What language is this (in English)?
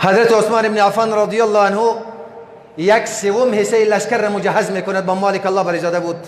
Persian